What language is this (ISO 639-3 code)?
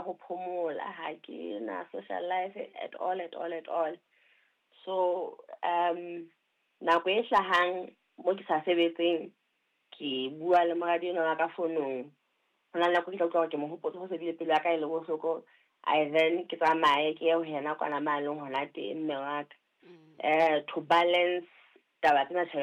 sot